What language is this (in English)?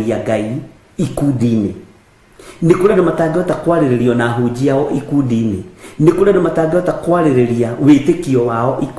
Kikuyu